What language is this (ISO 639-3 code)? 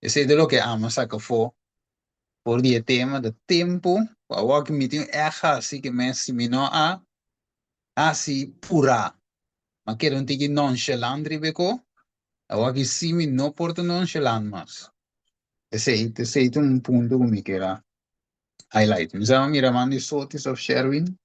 pap